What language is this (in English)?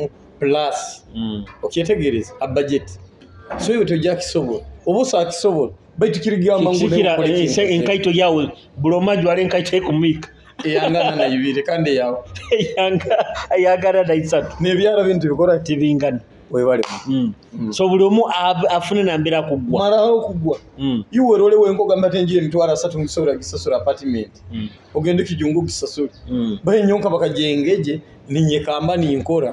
Nyoro